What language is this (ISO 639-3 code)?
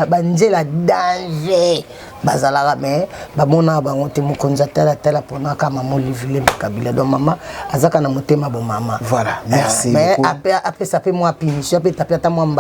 lin